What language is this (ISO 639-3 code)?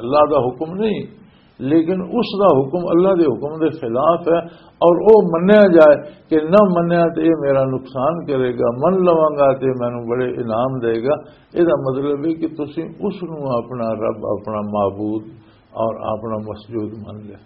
lah